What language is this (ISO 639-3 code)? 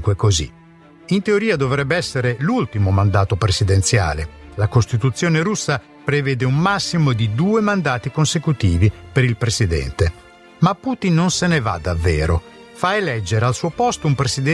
ita